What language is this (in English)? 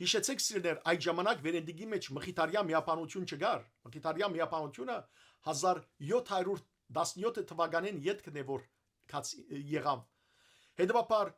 Western Armenian